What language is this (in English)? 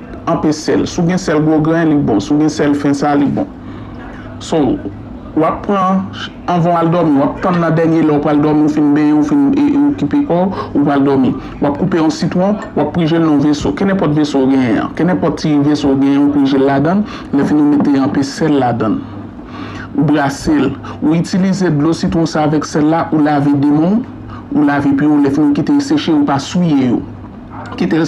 Haitian Creole